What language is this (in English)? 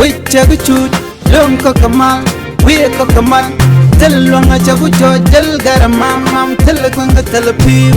Nuer